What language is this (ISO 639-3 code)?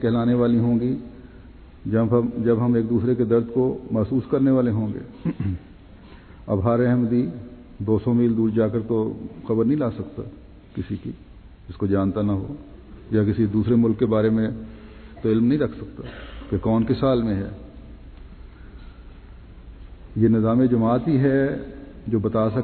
urd